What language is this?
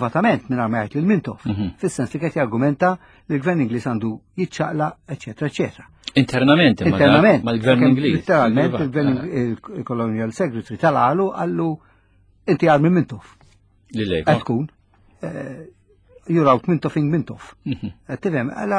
Maltese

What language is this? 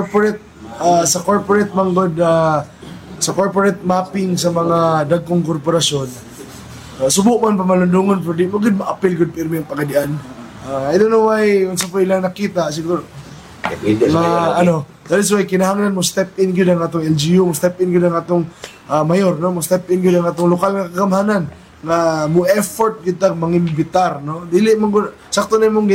Cebuano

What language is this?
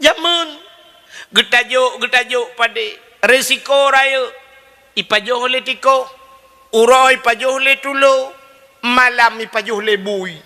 Achinese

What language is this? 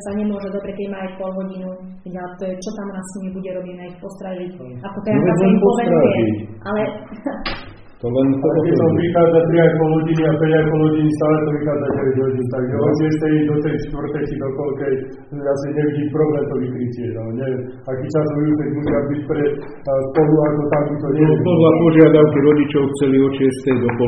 Slovak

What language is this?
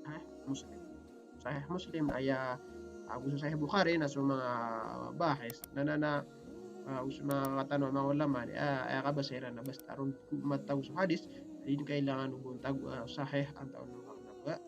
Maranao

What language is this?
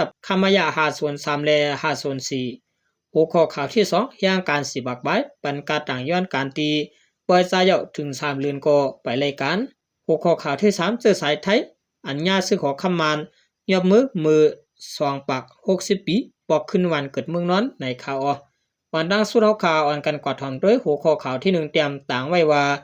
Shan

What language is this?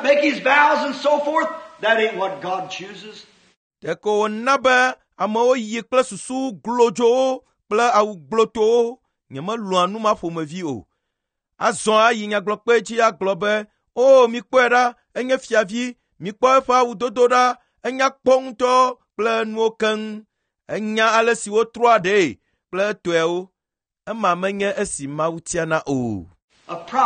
Ewe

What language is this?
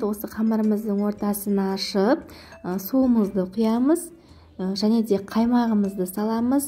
Kazakh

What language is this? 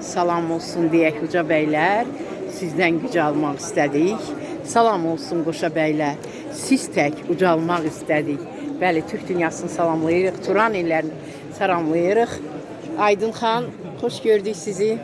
Azerbaijani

